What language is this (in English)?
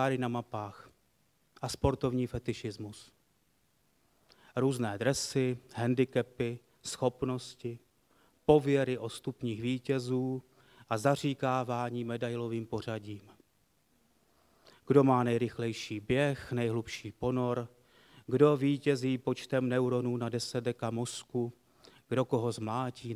Czech